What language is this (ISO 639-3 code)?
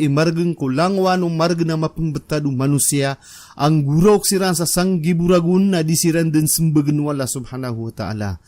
mrw